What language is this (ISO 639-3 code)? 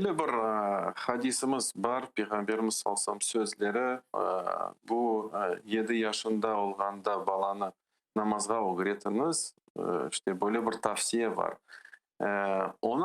crh